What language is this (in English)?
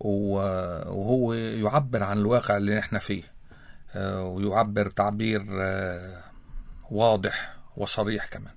North Levantine Arabic